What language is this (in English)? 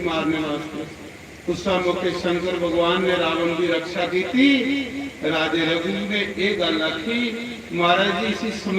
Dogri